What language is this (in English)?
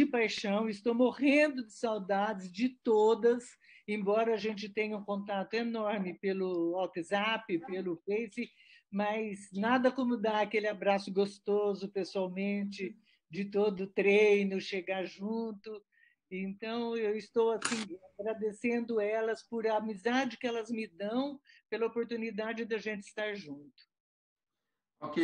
Portuguese